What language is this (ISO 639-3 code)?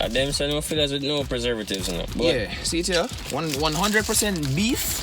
jam